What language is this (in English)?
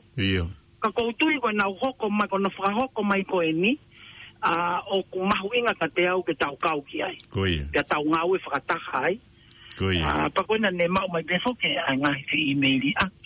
Tongan